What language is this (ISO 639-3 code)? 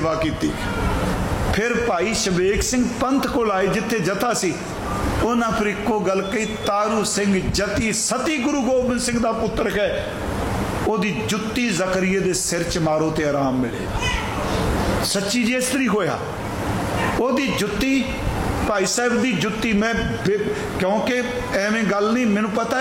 pan